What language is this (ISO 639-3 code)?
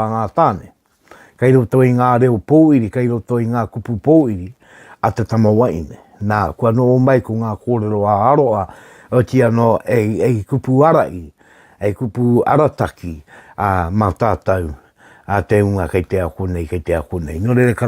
mri